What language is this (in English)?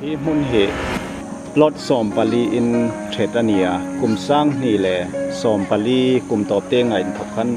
Hmar